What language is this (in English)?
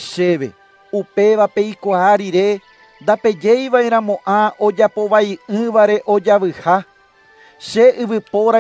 Guarani